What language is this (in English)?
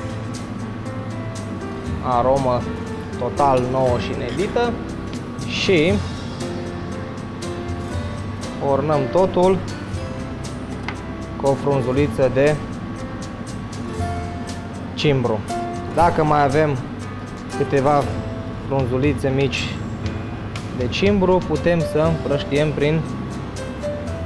Romanian